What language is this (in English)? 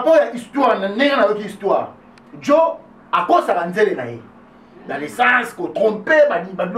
Lingala